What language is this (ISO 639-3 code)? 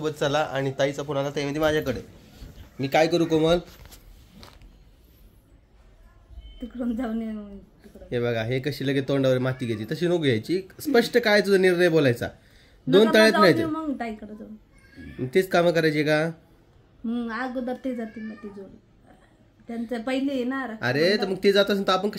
mar